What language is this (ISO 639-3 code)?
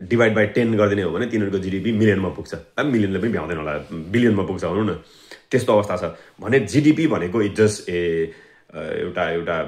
nep